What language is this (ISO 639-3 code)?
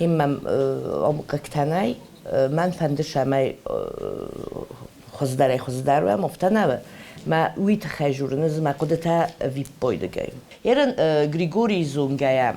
oss